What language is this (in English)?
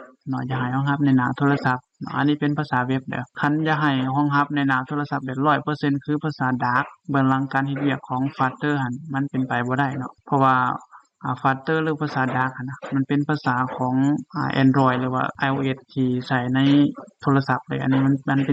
Lao